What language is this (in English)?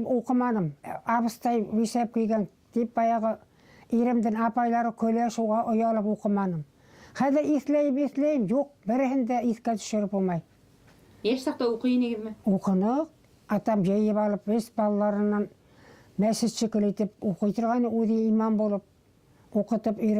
Bashkir